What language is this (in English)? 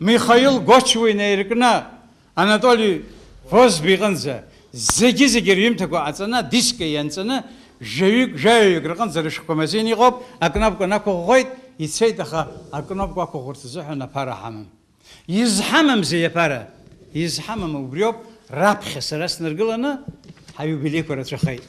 Abkhazian